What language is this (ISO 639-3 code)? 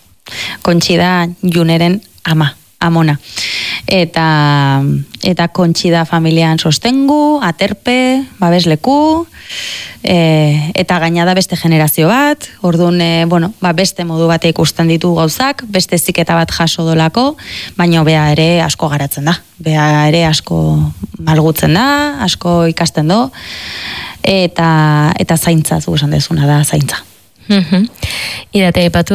eus